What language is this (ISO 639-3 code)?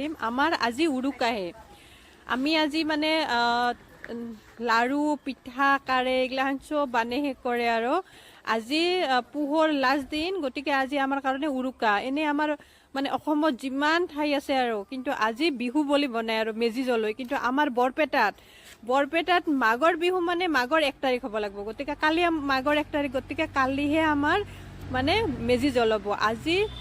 asm